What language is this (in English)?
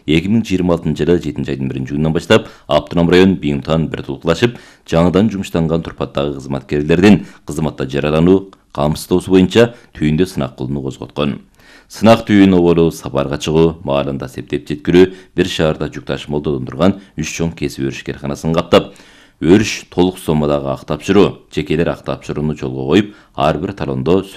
Kyrgyz